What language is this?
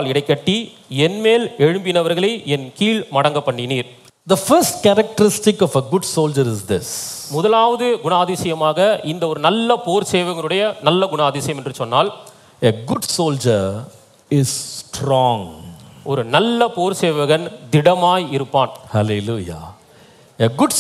Tamil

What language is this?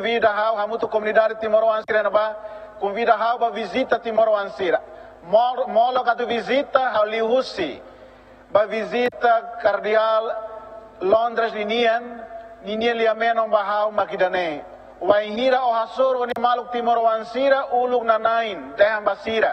Tetum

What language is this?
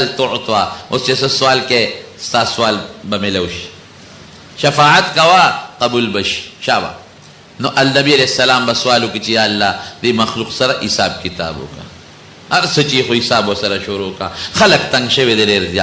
Pashto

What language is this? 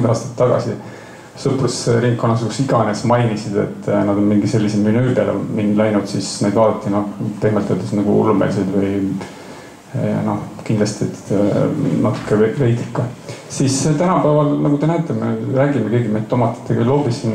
Estonian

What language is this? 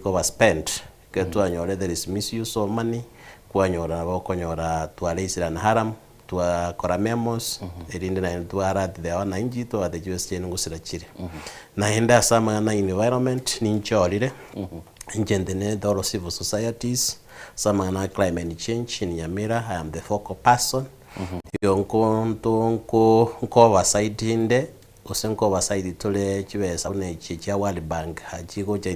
Gusii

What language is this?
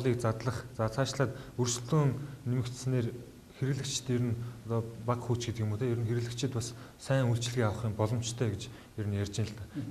Mongolian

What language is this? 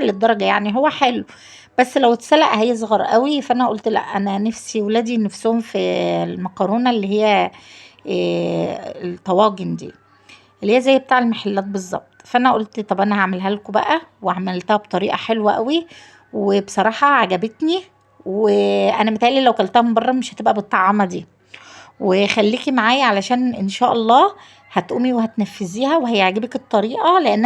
Egyptian Arabic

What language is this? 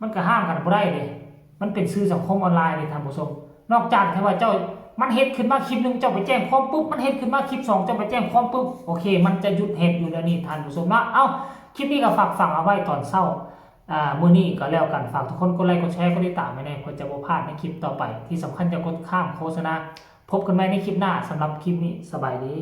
Northeastern Thai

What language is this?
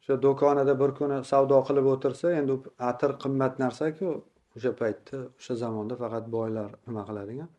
Uzbek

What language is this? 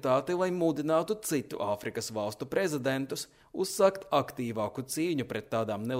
Latvian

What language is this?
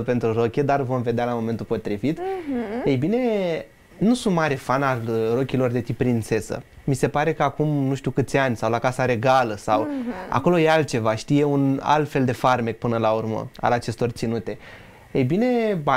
Romanian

